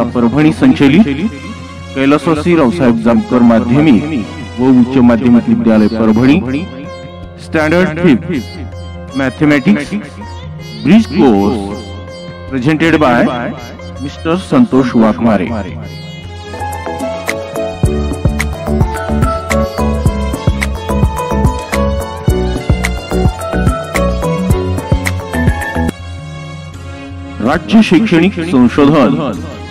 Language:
Marathi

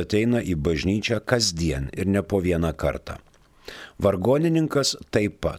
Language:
Lithuanian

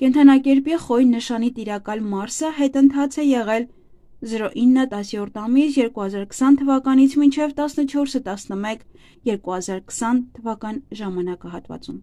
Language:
Armenian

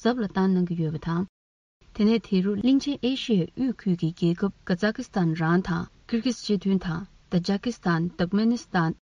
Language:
Tibetan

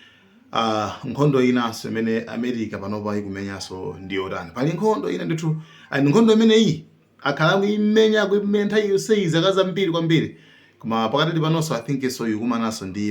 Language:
Nyanja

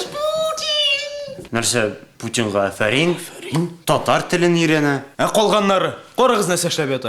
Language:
Tatar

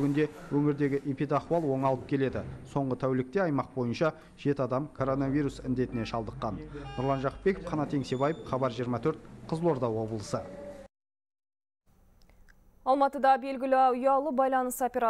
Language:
Kazakh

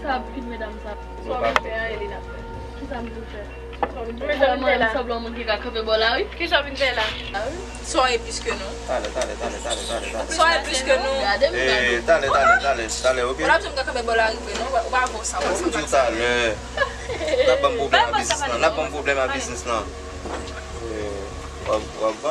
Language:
Haitian Creole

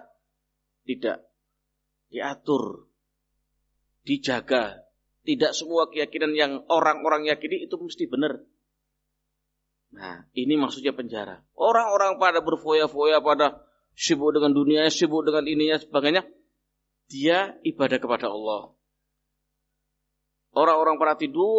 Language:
Indonesian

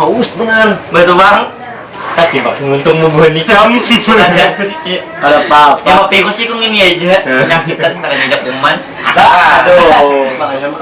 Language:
Banjar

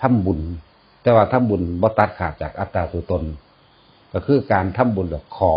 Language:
Lao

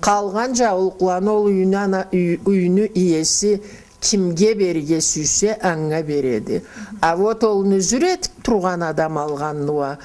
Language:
Karachay-Balkar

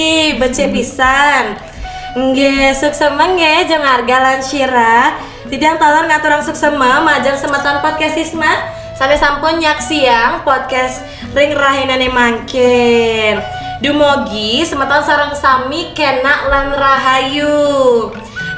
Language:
Balinese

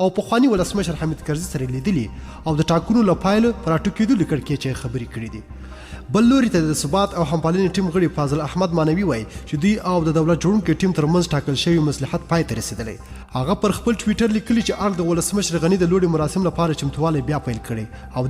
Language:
Pashto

